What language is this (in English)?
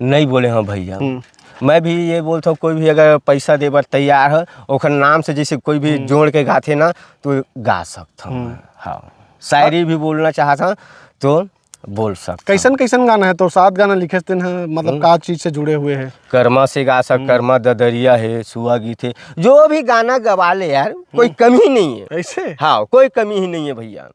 Chhattisgarhi